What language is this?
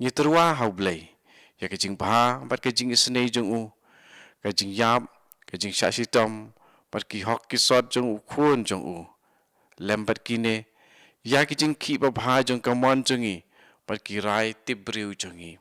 Khasi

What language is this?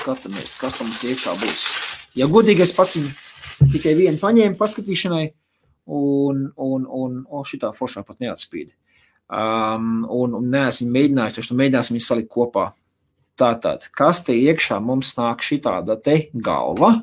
Latvian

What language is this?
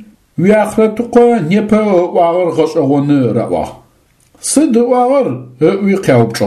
Adyghe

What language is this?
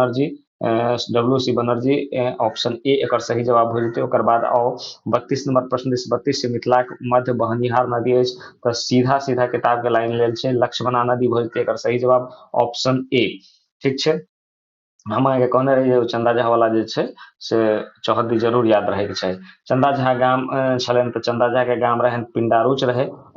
Maithili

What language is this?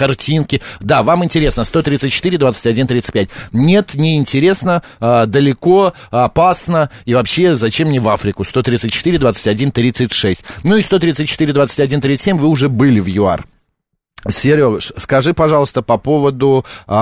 Russian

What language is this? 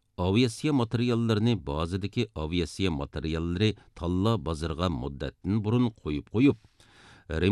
Uyghur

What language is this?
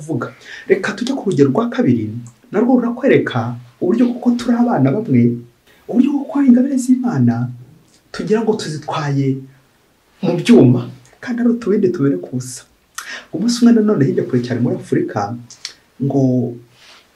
Kinyarwanda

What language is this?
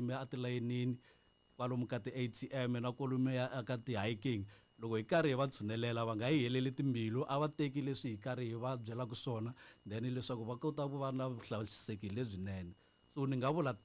Tsonga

